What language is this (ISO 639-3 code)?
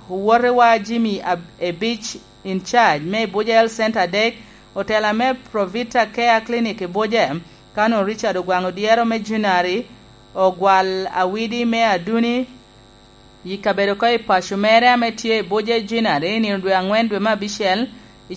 laj